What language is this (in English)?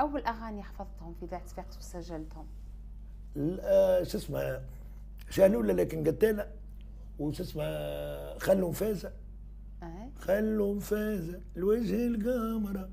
Tunisian Arabic